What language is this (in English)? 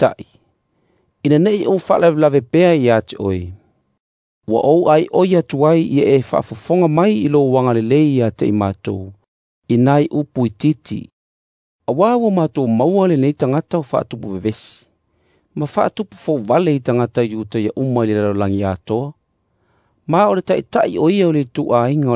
Samoan